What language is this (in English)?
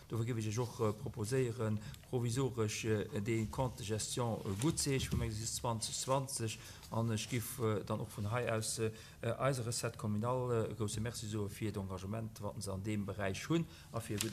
Luxembourgish